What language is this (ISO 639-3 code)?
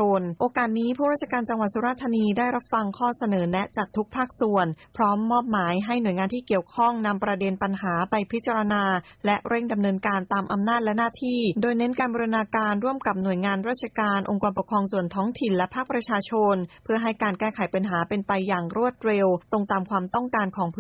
tha